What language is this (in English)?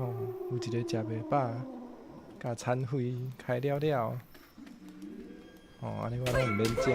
Min Nan Chinese